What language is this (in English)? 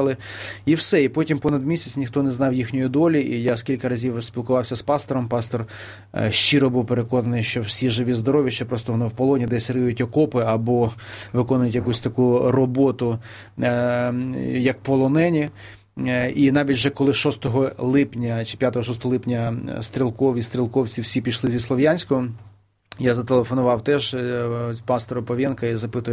Ukrainian